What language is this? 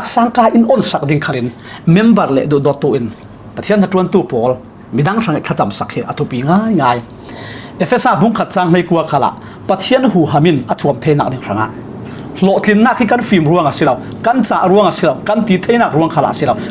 Falam Chin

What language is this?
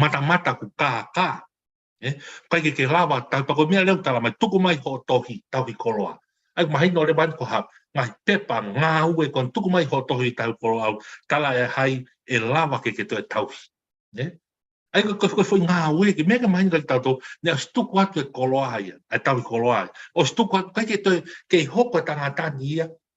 Tongan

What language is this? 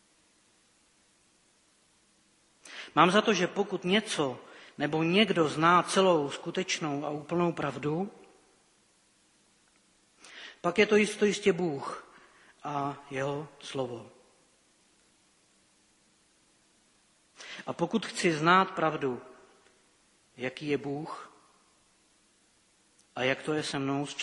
Czech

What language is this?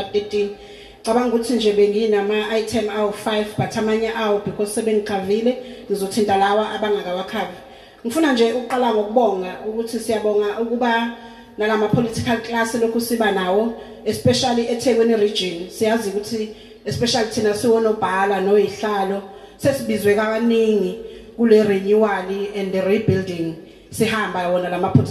Zulu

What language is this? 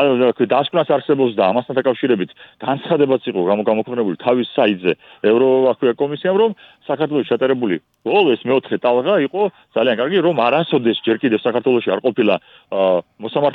Georgian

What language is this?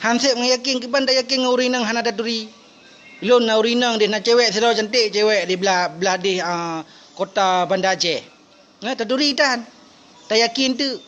Achinese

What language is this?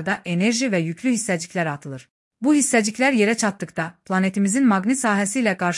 Azerbaijani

